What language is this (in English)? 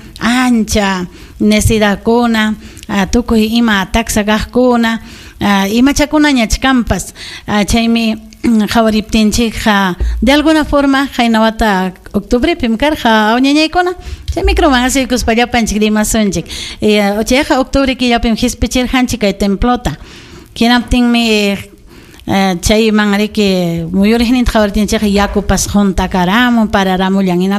Ayacucho Quechua